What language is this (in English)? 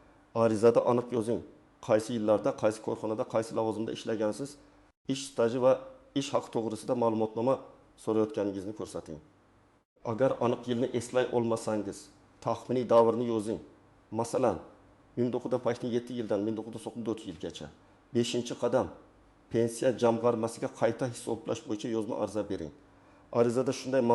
Uzbek